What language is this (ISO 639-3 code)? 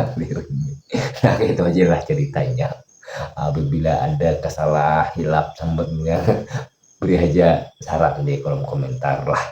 bjn